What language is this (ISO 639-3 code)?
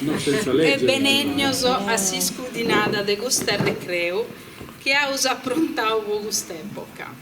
srd